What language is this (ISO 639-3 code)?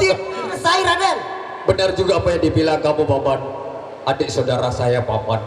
sas